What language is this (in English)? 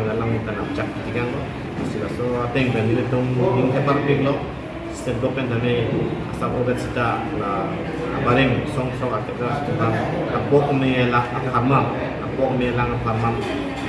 Karbi